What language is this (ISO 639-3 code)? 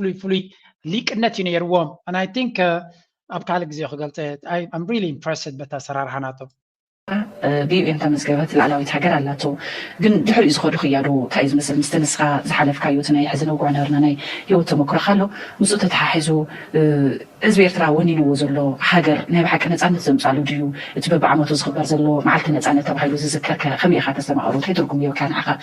tir